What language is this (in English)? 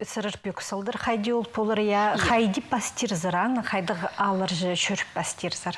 Khakas